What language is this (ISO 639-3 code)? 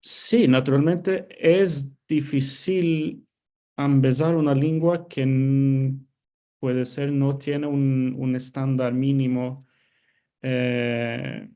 lad